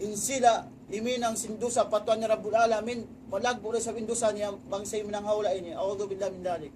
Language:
Tausug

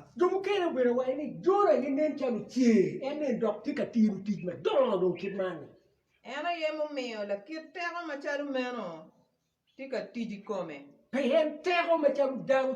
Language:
Acoli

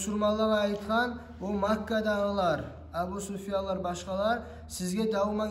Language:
Kumyk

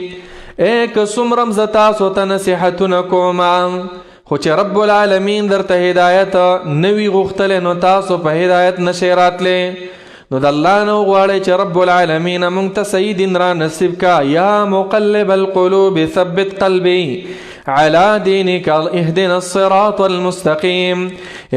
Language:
Pashto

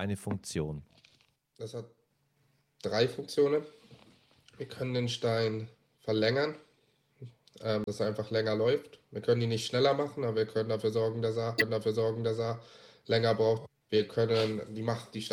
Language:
German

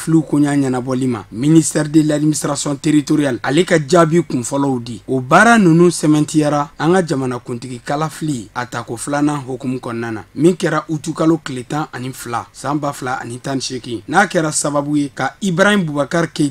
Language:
Bambara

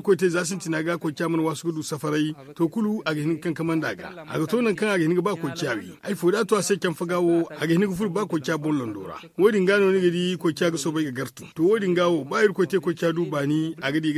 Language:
Zarma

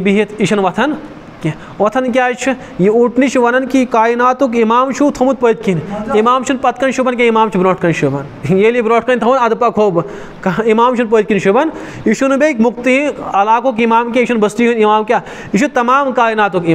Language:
Kashmiri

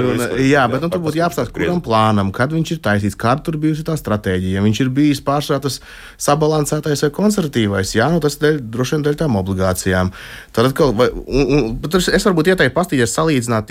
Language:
Latvian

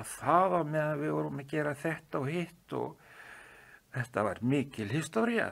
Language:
Icelandic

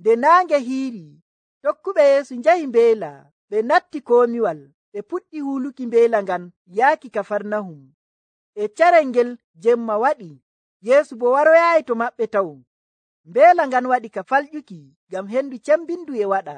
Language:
Nigerian Fulfulde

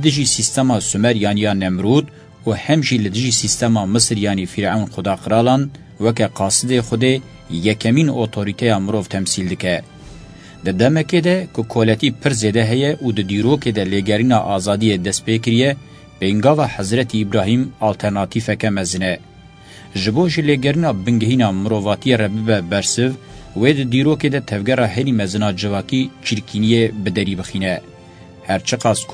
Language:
Kurdish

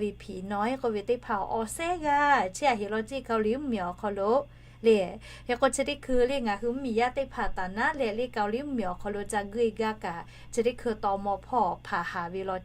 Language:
Lahu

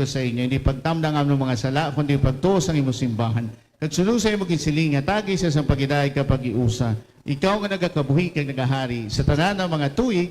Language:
Hiligaynon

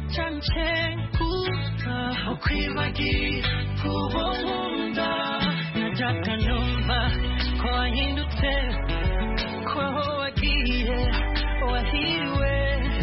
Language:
Kinyarwanda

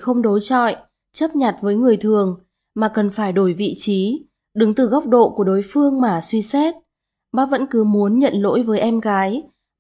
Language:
Vietnamese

